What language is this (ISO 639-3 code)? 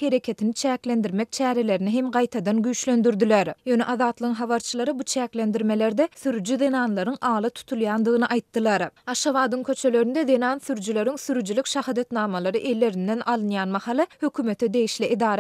tuk